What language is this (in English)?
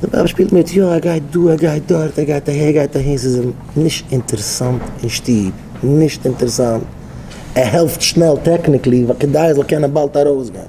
Yiddish